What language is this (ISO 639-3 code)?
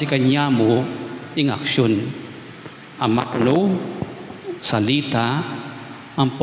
pam